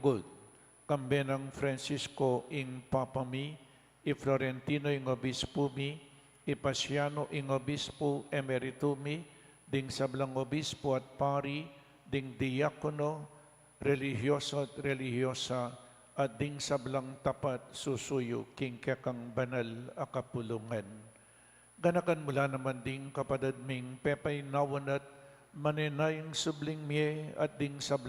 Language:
Pampanga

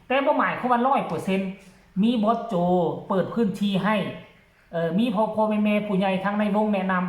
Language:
Northeastern Thai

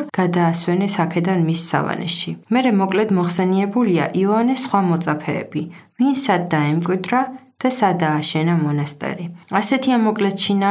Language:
Georgian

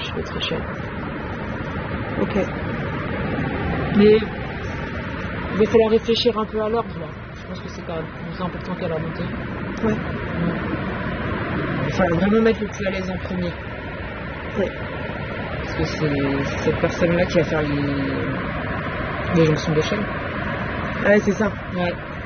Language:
French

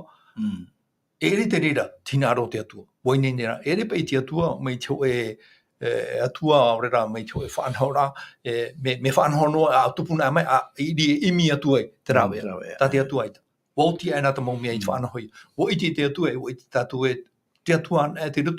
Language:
Tahitian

